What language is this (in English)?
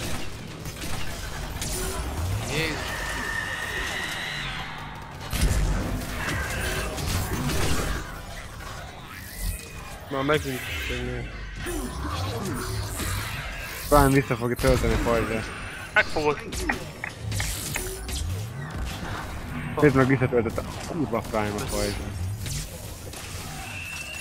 Hungarian